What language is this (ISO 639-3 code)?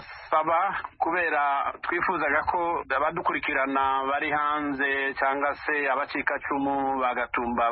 kin